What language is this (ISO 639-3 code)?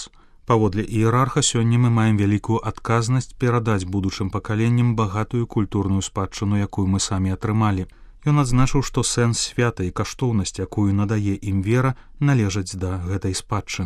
bel